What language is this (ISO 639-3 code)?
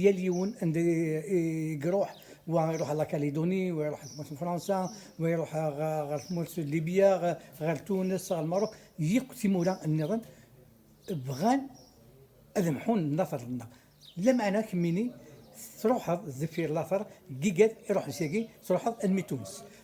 kab